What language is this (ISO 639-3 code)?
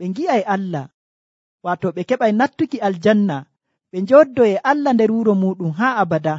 fuv